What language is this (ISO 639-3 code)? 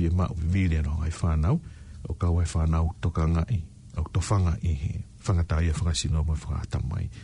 ton